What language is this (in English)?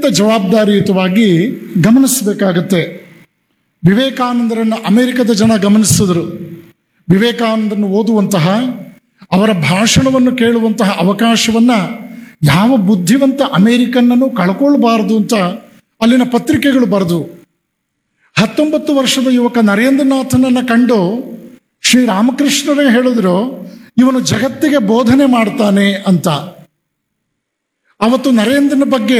Kannada